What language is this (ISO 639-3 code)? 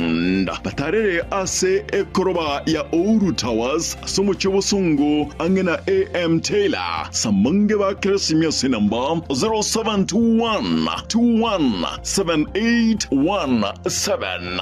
guz